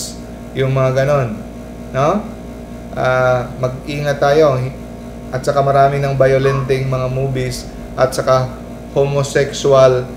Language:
Filipino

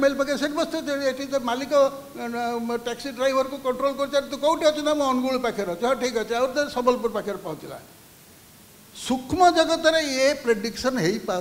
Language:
Odia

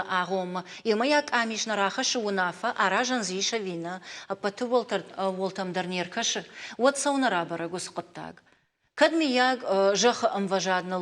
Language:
Ossetic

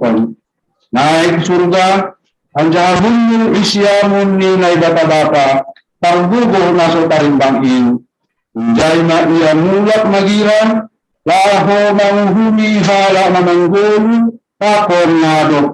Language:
Batak Simalungun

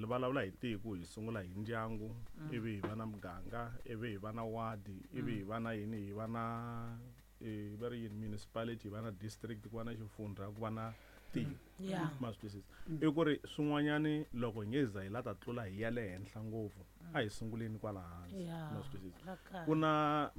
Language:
Tsonga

